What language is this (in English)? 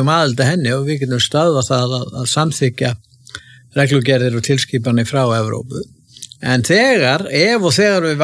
Icelandic